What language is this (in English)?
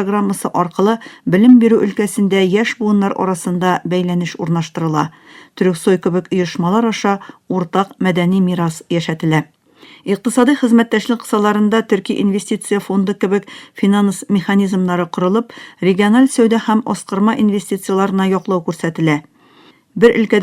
Tatar